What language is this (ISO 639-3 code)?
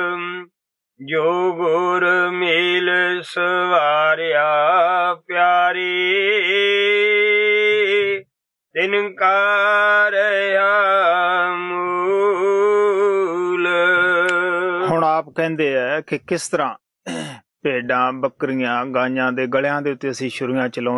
pan